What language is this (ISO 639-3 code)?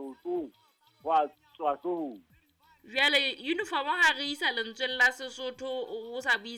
sot